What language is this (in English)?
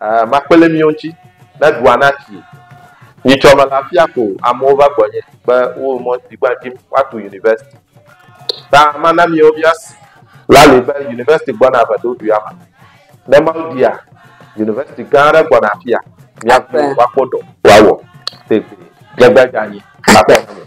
Ewe